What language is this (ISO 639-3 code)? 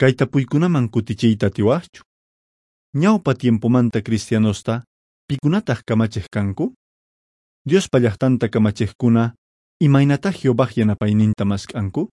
que